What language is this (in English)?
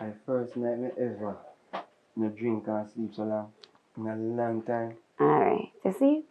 Jamaican Creole English